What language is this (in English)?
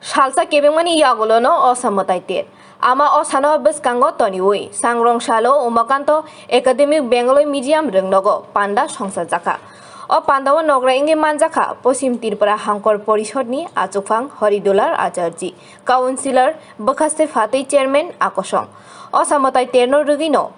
Kok Borok